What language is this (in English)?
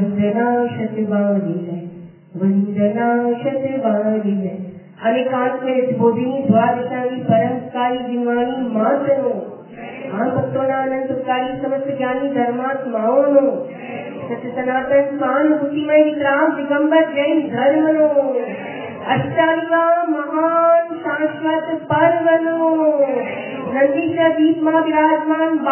Gujarati